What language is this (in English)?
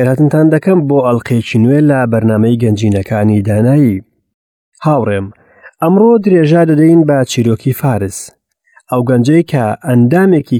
Central Kurdish